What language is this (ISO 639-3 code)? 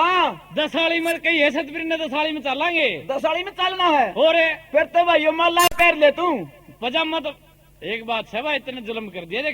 bgc